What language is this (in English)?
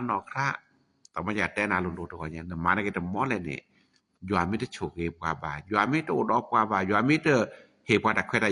S'gaw Karen